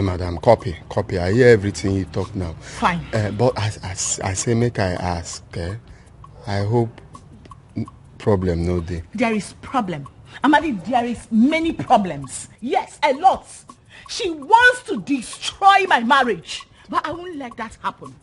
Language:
Nigerian Pidgin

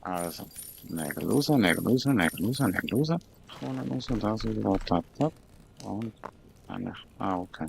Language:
Swiss German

